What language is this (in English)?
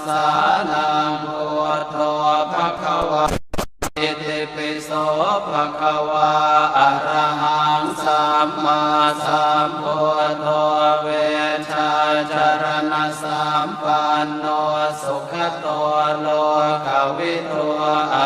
Pali